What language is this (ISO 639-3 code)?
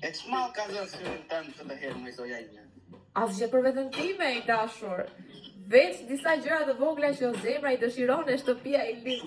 sqi